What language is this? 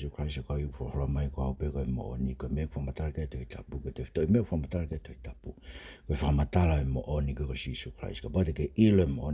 Tongan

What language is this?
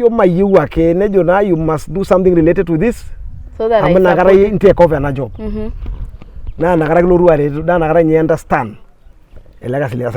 Masai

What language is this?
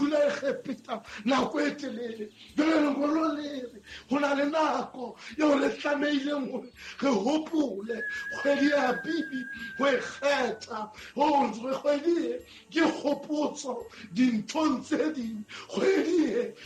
Southern Sotho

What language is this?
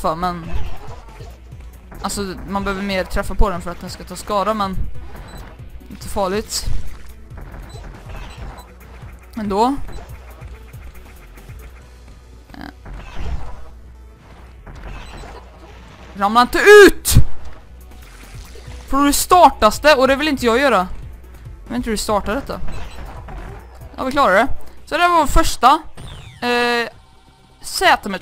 Swedish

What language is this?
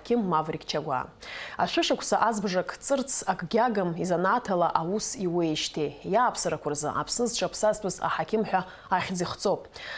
Abkhazian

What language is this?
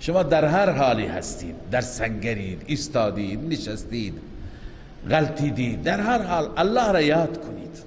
Persian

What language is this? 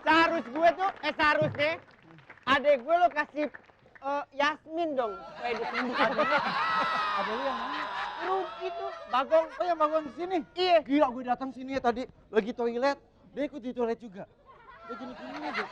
Betawi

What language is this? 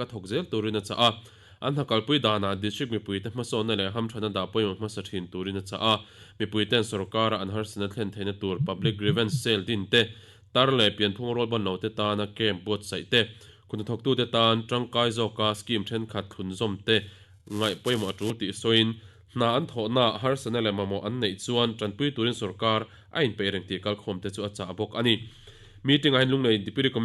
Mizo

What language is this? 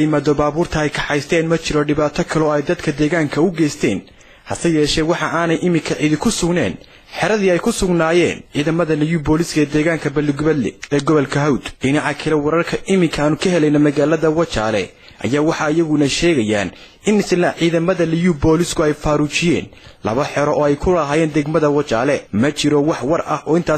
Somali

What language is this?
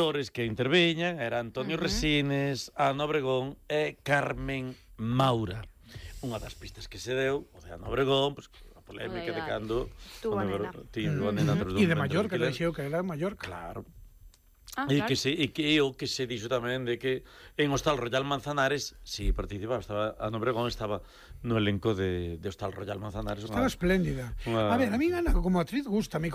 Galician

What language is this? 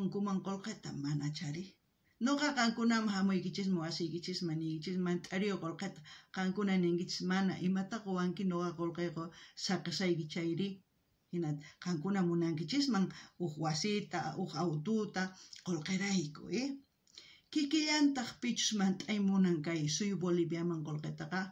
South Bolivian Quechua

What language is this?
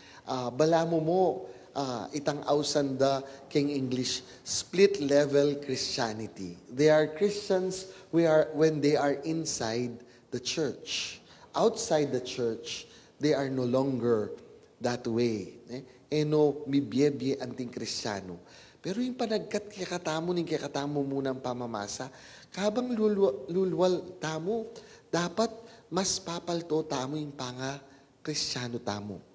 Pampanga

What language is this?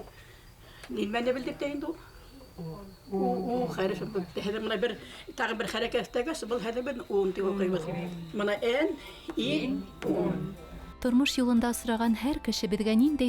Bashkir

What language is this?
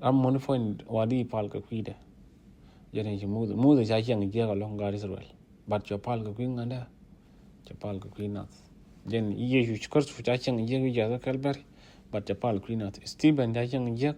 Nuer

